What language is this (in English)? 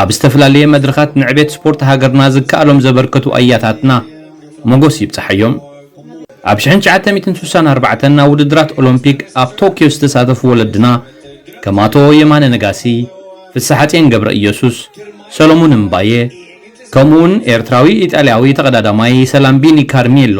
Tigrinya